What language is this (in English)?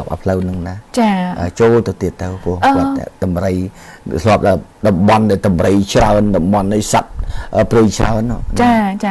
Khmer